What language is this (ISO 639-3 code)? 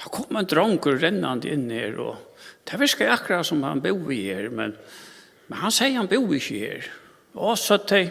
fao